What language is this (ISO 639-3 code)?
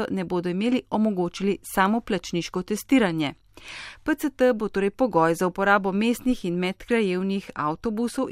slv